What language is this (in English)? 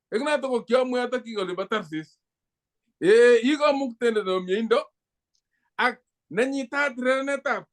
Kalenjin